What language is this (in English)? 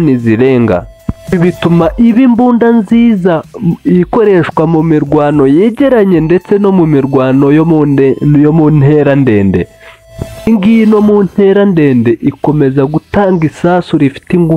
Kinyarwanda